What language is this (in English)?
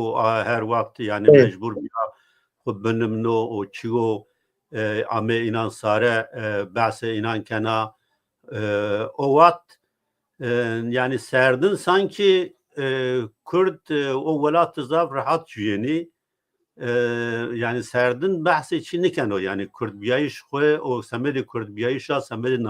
Zaza